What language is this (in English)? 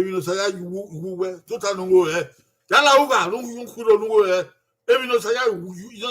Bini